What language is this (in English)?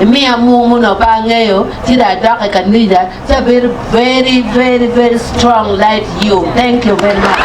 Acoli